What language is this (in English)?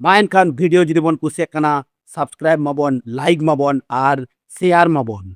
Santali